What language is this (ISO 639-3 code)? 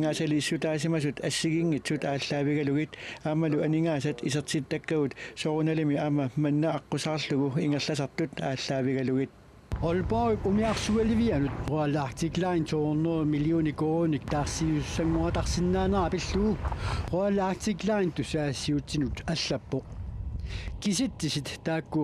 kal